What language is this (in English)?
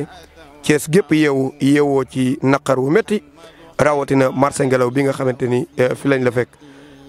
Wolof